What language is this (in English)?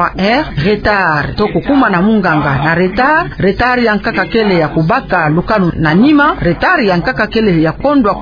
Kituba (Democratic Republic of Congo)